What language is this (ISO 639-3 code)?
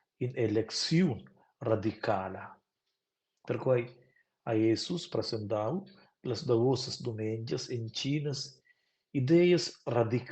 roh